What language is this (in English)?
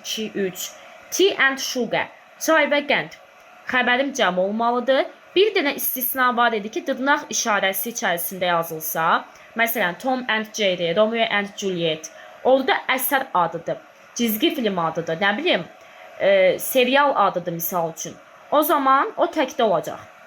Azerbaijani